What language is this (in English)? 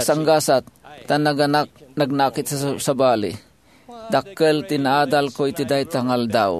Iloko